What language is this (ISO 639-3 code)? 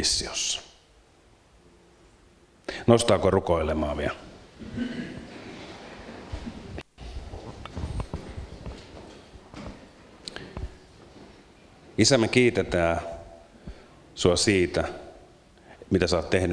fin